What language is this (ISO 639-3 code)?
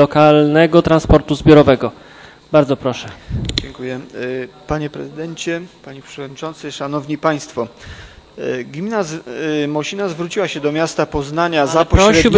pol